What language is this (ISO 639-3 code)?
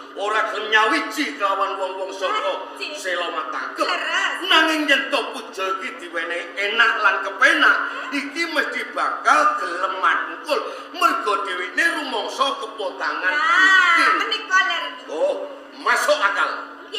jav